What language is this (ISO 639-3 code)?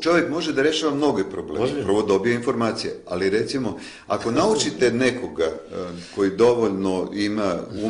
srp